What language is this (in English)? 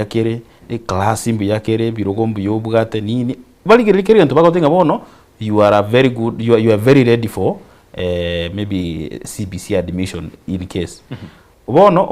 Gusii